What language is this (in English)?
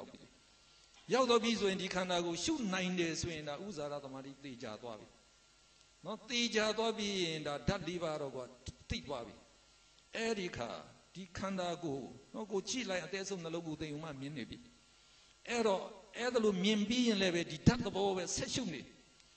Burmese